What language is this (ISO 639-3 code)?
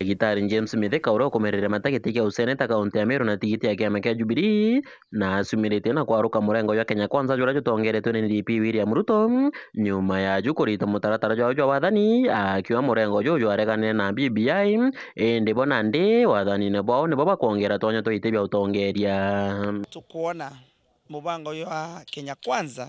mer